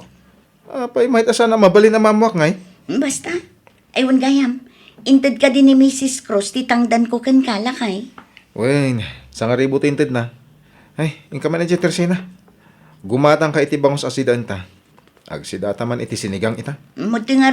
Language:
Iloko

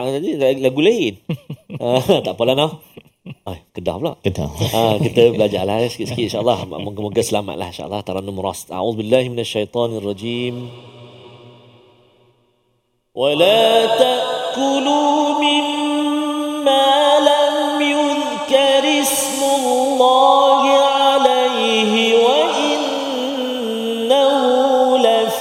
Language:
Malay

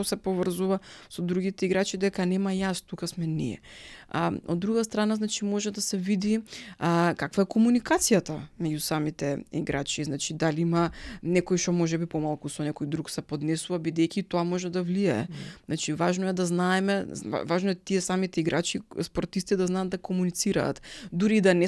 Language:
Macedonian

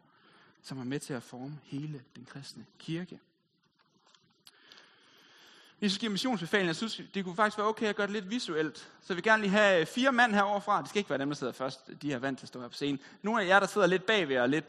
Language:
Danish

